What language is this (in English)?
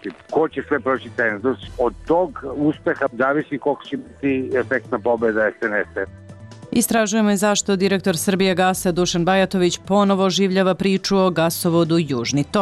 Serbian